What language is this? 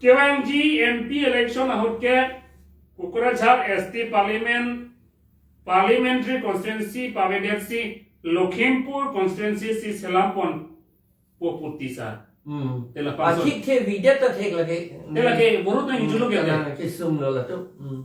Karbi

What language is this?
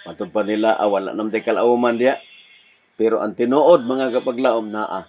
Cebuano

